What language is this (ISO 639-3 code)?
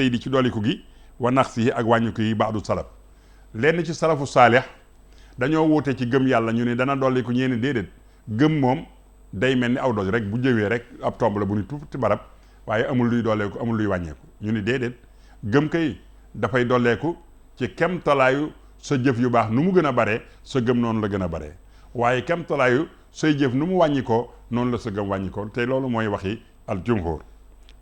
wol